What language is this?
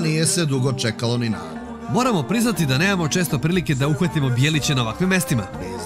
Serbian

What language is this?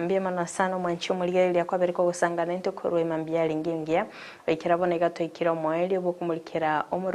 Gusii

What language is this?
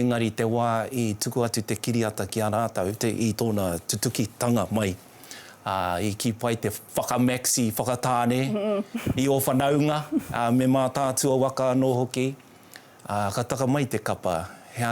Māori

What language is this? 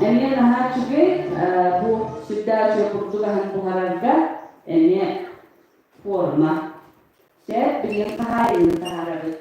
Yakut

